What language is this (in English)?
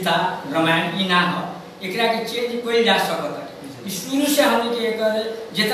Bhojpuri